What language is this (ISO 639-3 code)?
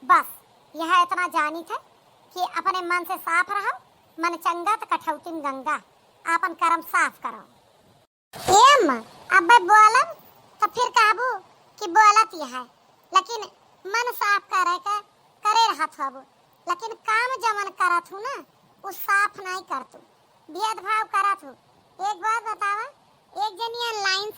awa